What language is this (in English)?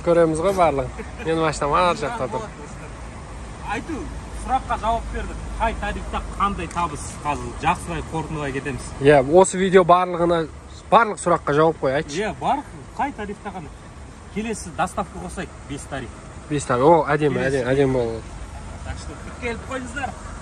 Kazakh